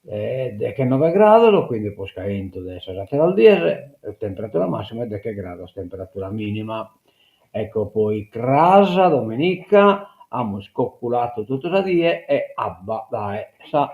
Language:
Sardinian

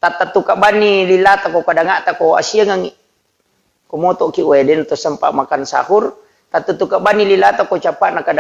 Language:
Buginese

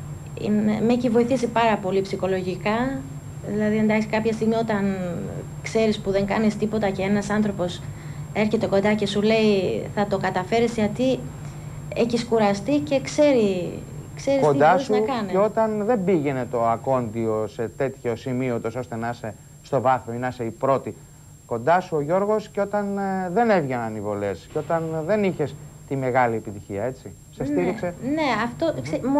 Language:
Greek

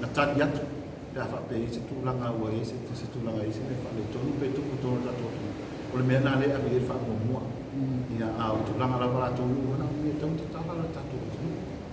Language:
Samoan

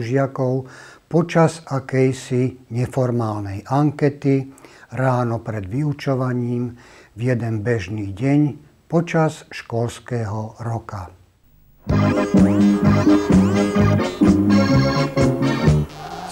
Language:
Slovak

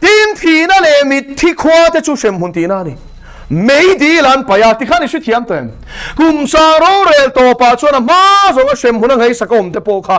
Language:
Mizo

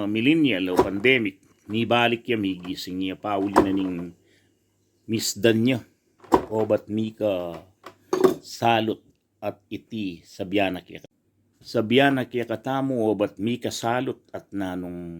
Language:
Pampanga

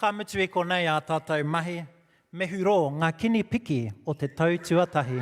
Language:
Māori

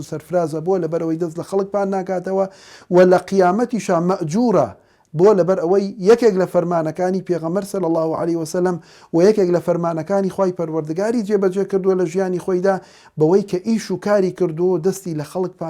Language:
Central Kurdish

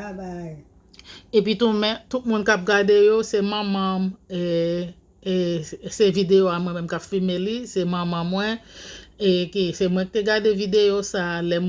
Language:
Haitian Creole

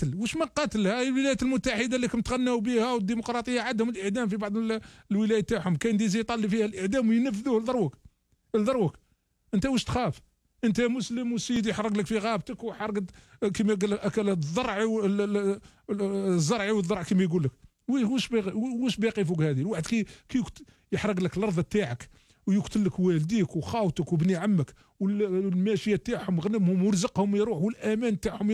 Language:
Algerian Arabic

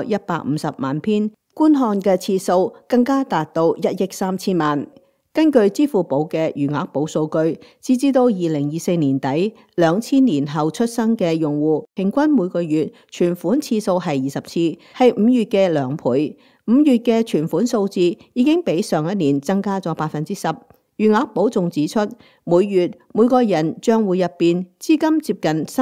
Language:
Cantonese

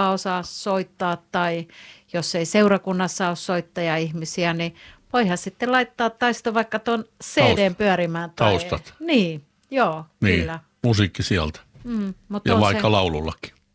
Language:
Finnish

